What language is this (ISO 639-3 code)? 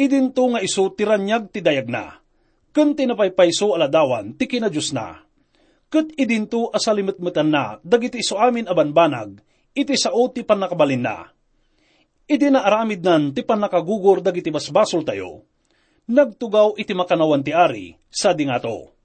ilo